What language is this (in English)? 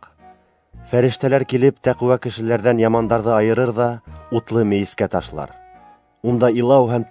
Bashkir